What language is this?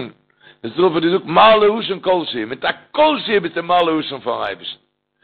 Yiddish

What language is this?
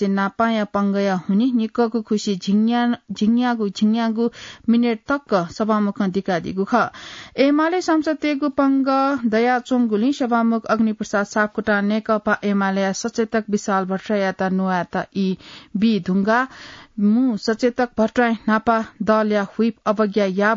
Newari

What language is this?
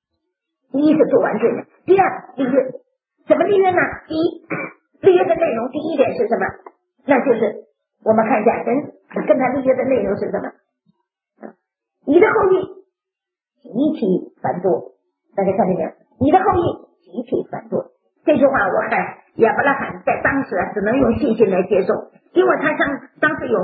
Chinese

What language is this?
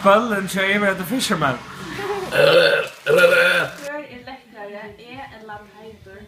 Faroese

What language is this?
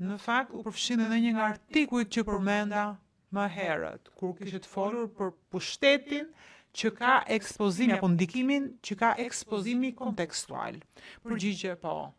Albanian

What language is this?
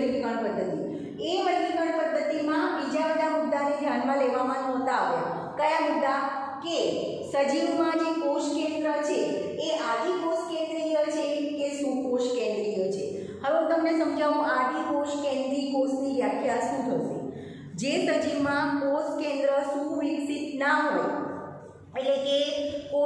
Gujarati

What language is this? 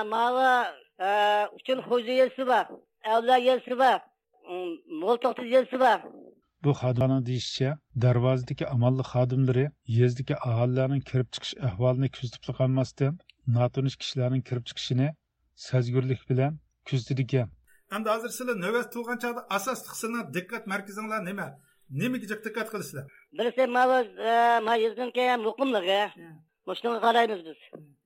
Uyghur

